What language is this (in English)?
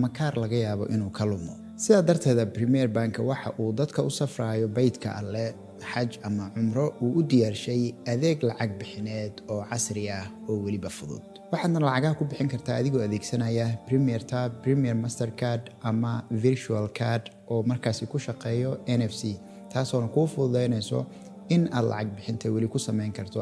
Somali